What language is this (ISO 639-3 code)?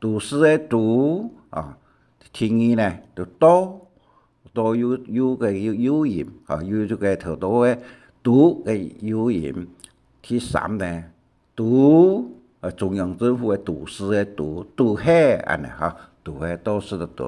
hak